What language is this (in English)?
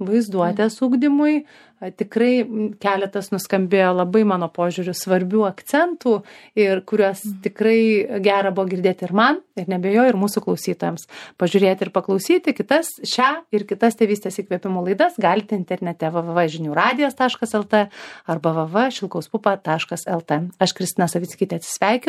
Lithuanian